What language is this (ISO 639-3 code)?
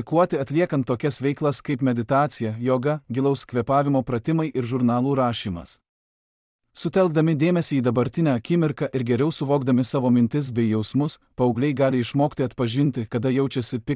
lit